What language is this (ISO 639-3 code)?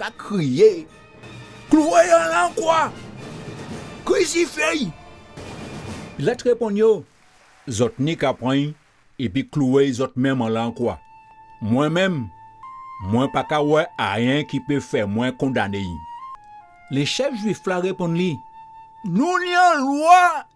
gcf